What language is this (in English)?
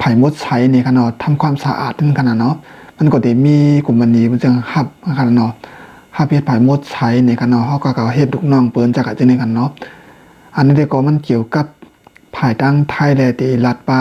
Shan